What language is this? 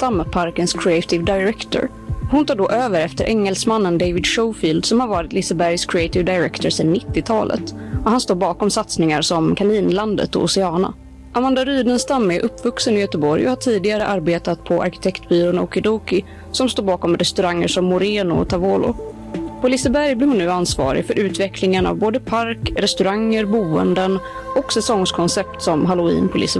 Swedish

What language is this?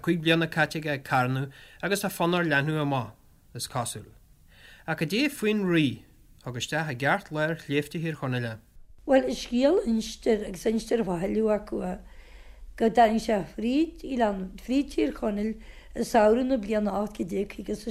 Irish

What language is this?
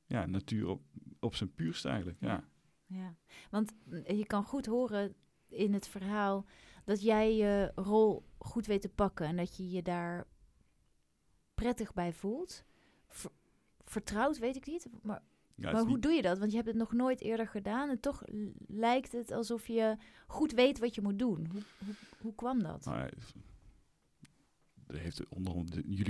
Dutch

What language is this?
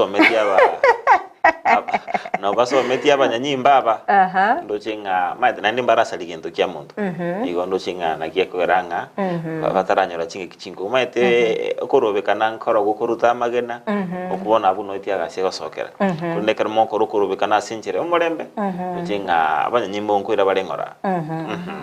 Gusii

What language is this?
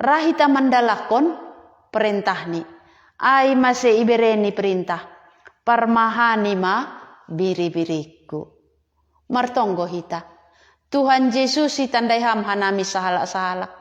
Batak Simalungun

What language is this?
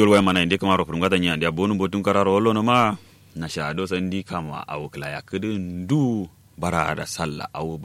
Kanuri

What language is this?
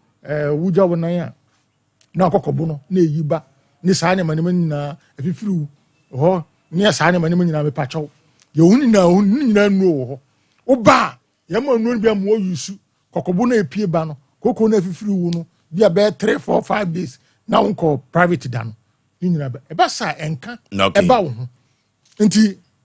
Akan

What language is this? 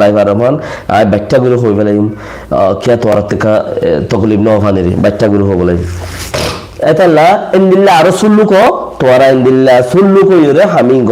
Rohingya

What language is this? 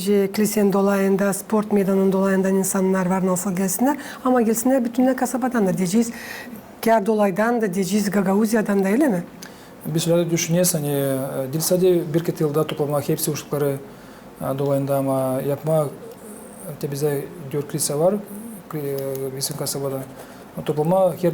Gagauz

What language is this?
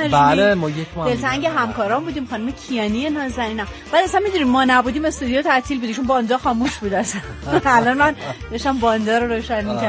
Persian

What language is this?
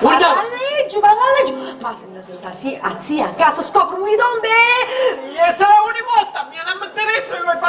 Sicilian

